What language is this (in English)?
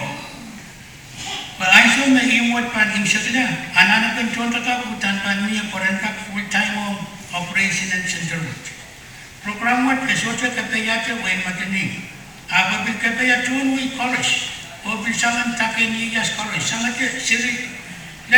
Pohnpeian